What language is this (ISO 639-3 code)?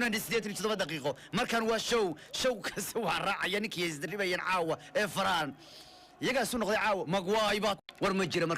som